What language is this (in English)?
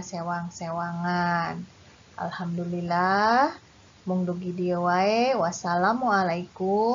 Sundanese